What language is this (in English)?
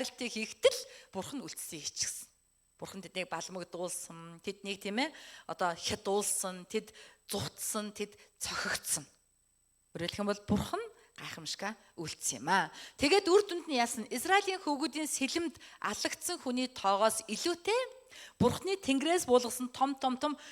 Mongolian